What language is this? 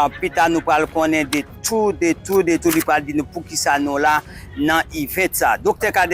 Haitian Creole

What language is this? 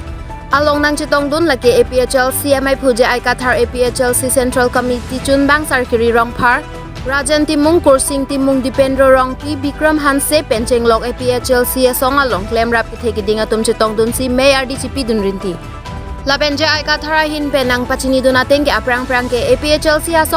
Karbi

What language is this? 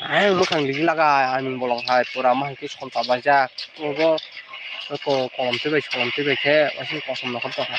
Kok Borok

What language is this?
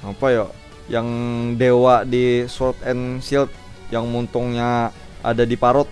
Banjar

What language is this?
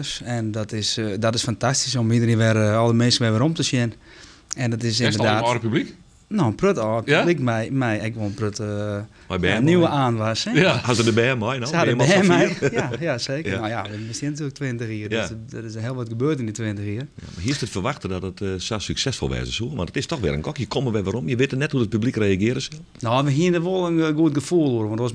Western Frisian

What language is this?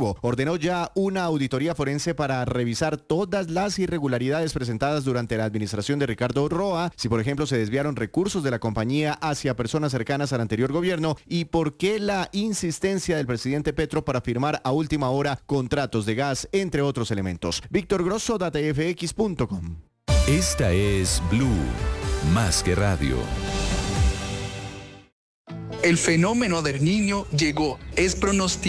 Spanish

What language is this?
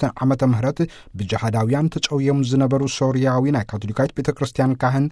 Tigrinya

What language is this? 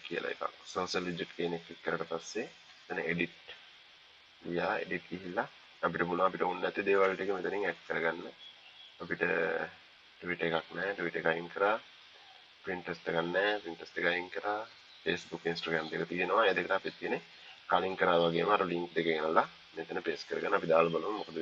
Sinhala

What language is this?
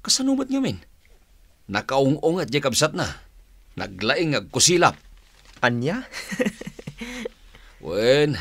Iloko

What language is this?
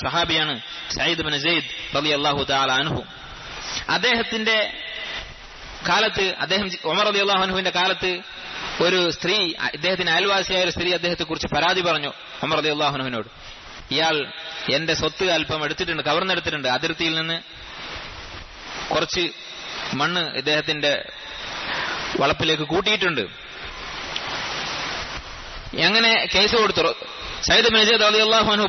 Malayalam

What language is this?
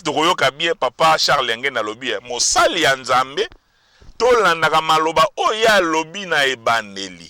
Lingala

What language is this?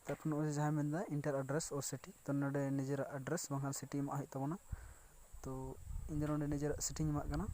Santali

